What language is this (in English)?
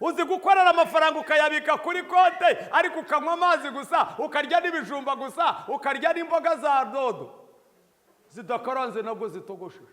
Kinyarwanda